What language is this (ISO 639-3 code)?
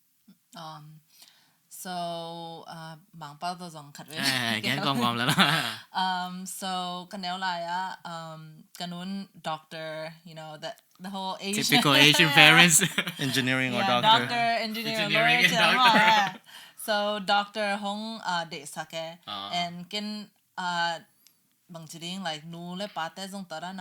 ctd